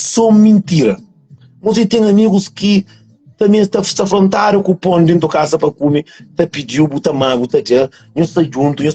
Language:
Kabuverdianu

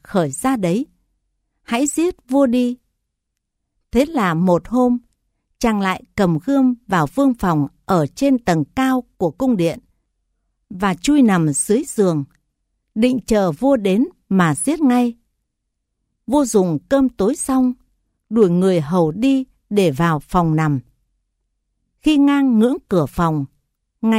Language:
Vietnamese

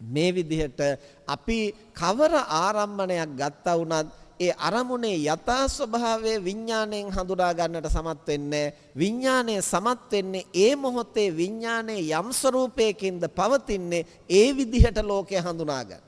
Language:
Sinhala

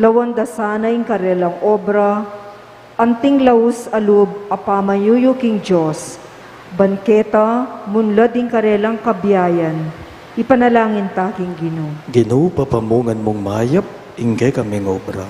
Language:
Pampanga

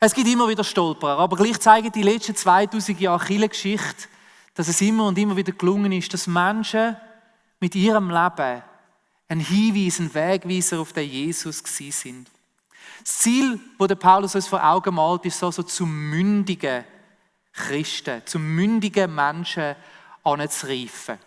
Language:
Swiss German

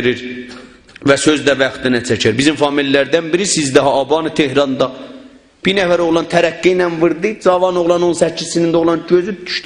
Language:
South Azerbaijani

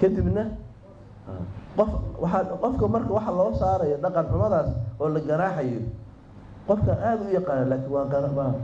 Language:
Somali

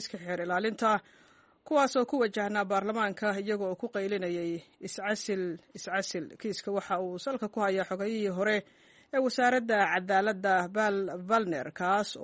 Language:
Somali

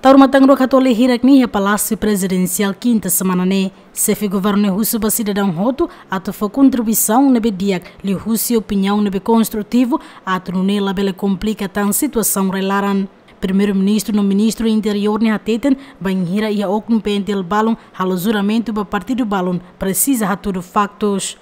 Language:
Tetum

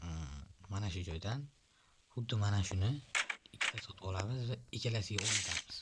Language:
Uzbek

